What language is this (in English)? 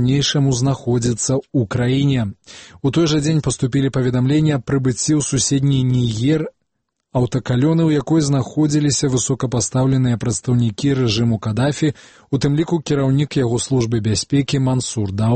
Belarusian